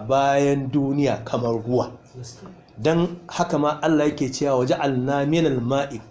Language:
Hausa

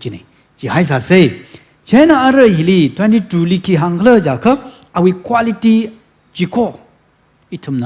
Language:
Tangkhul Naga (India)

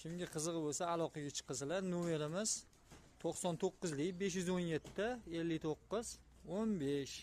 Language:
Uzbek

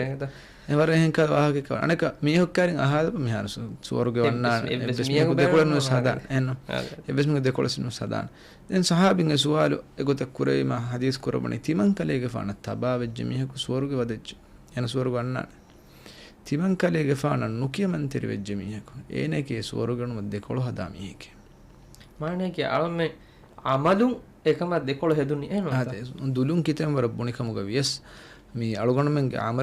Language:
Divehi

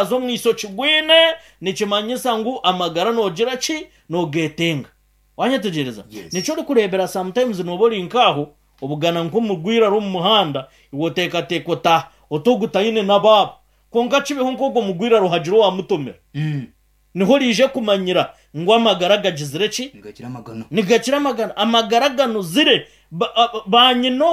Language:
Nyankole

